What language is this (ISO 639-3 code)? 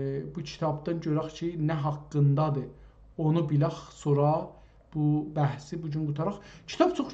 azb